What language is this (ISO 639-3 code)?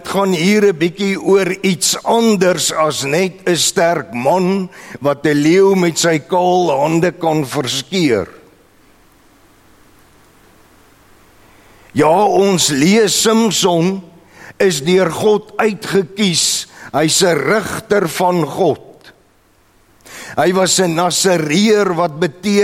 afr